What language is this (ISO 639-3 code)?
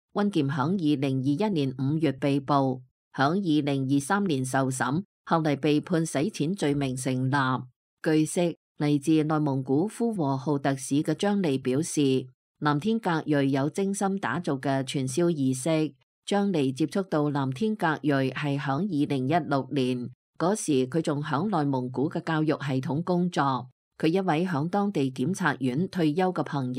yue